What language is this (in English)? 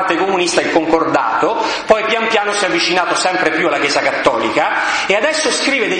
Italian